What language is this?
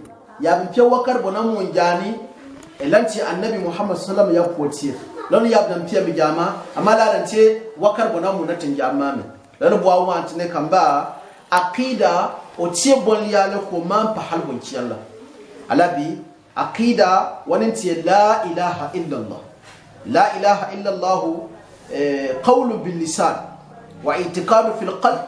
Gourmanchéma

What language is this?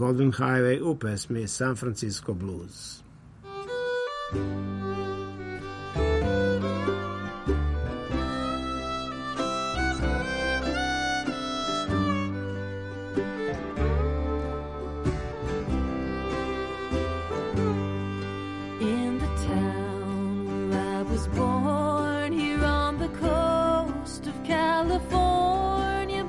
Serbian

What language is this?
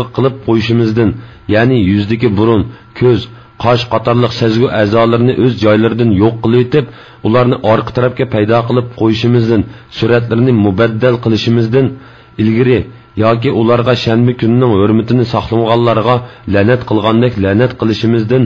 Uyghur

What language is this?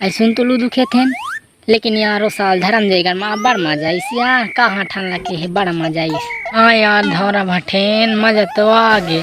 Chhattisgarhi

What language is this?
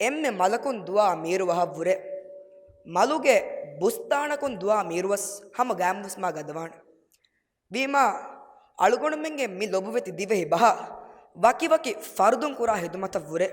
Divehi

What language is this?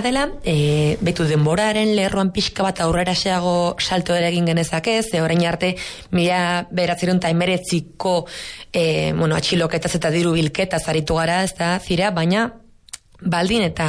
Basque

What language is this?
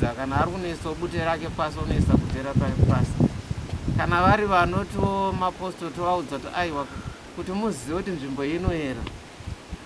Shona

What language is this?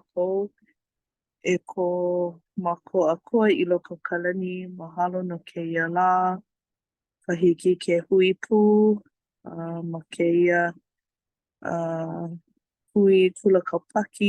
Hawaiian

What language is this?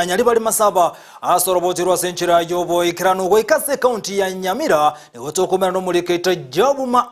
Gusii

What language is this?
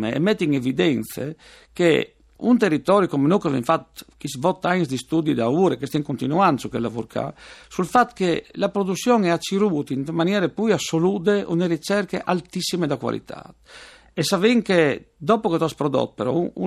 Friulian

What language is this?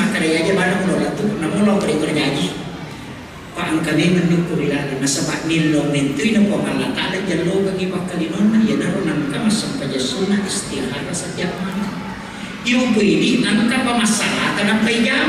Buginese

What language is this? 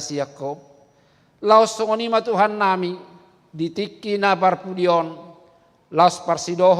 Batak Toba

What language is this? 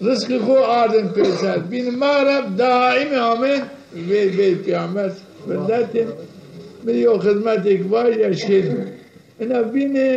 Zaza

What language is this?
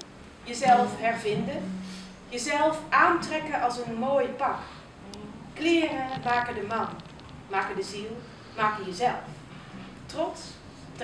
Dutch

